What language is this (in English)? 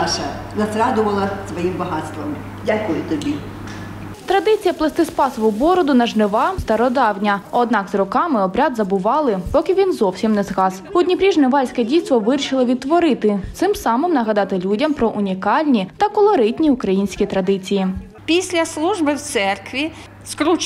Ukrainian